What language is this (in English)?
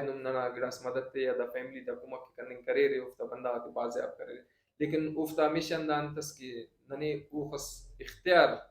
Brahui